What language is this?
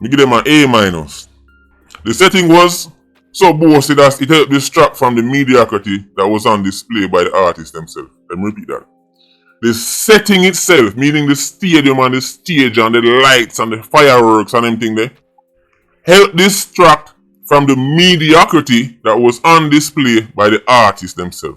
Jamaican Creole English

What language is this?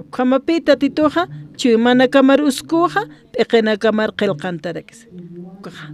Aymara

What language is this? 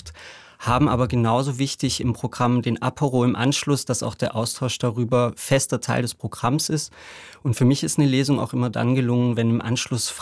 German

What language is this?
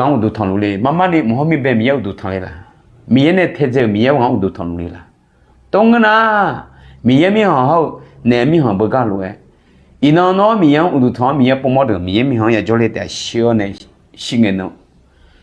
Akha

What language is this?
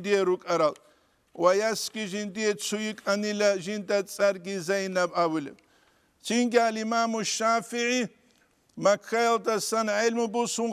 Avaric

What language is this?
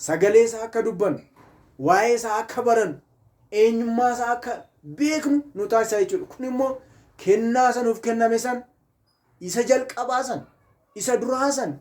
Oromo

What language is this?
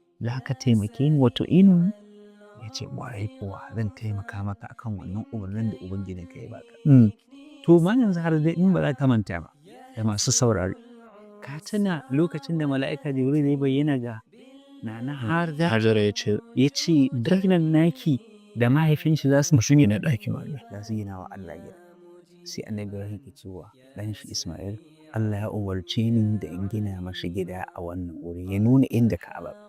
Hausa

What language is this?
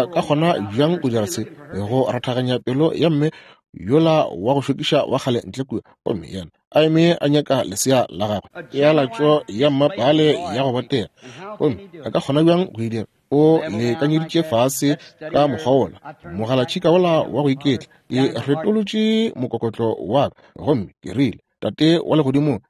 Northern Sotho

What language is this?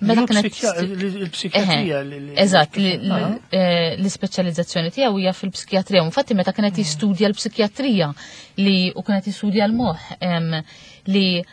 Maltese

